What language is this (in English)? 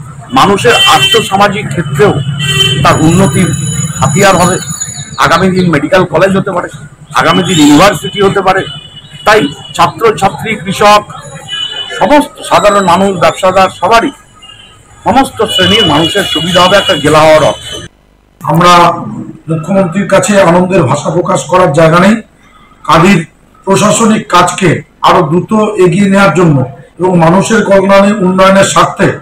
Bangla